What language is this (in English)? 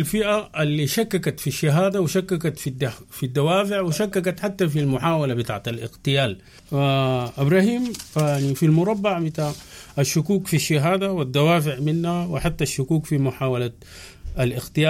Sudanese Arabic